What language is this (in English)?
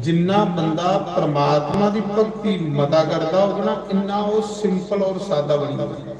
Dogri